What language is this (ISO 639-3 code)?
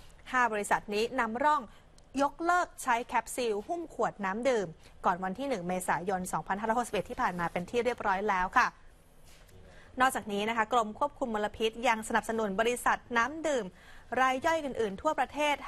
tha